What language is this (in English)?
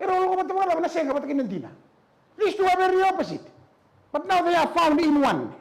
Fijian